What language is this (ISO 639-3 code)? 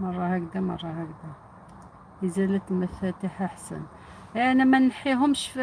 arq